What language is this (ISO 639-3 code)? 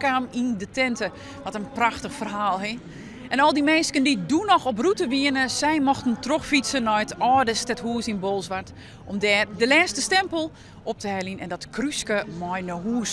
fry